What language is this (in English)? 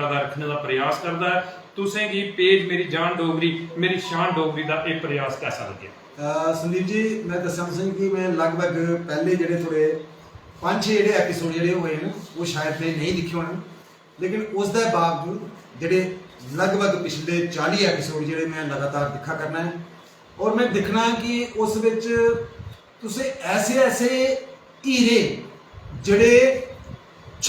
Dogri